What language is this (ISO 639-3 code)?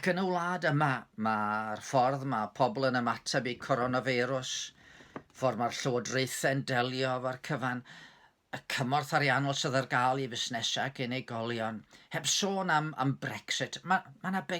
cym